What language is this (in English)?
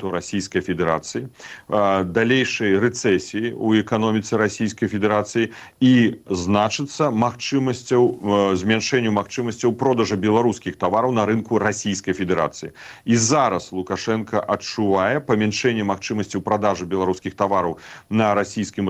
Belarusian